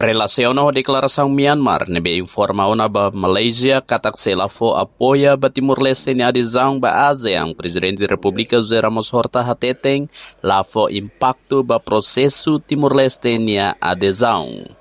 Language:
Tetum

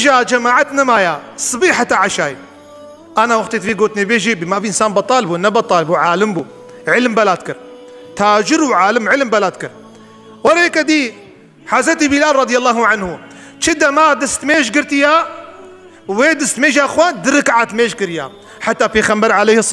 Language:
Kurdish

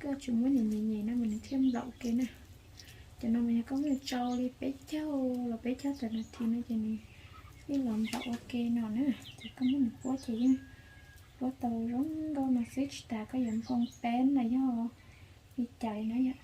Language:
Hmong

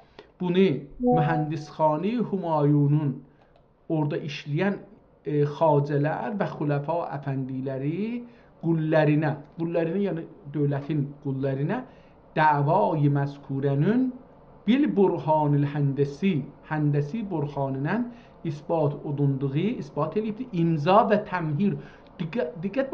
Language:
South Azerbaijani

